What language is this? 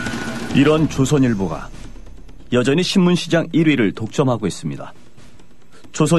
Korean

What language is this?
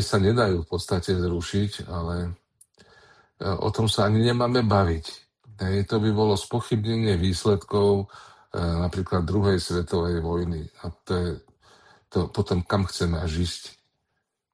Slovak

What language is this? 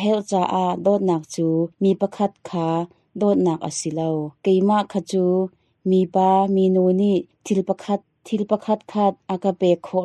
Hakha Chin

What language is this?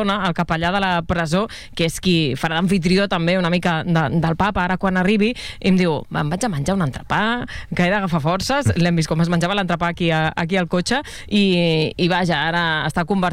Catalan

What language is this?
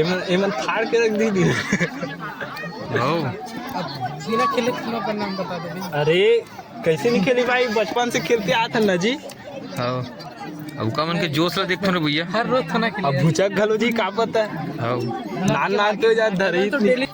Chhattisgarhi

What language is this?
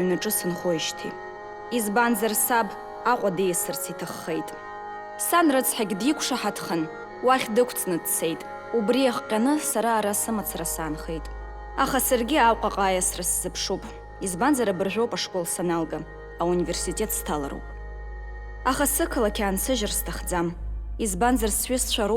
Abkhazian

